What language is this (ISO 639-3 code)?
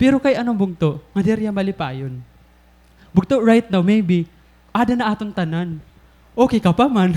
war